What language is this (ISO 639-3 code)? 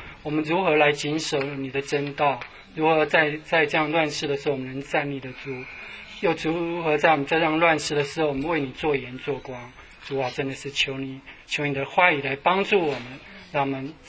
zho